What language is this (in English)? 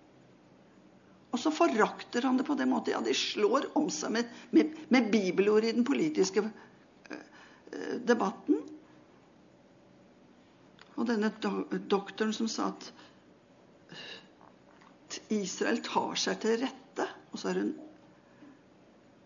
Norwegian